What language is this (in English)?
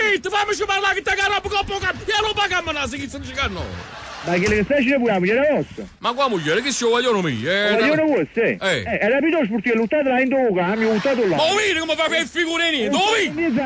Neapolitan